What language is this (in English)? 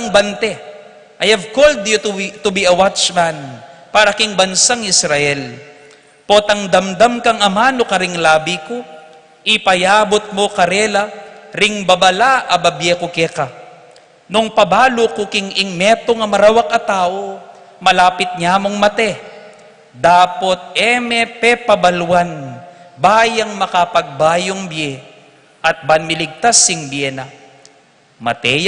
Pampanga